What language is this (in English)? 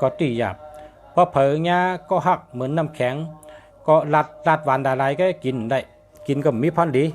Shan